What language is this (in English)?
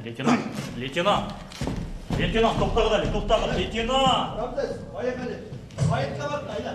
Bashkir